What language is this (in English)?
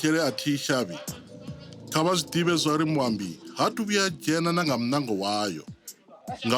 Venda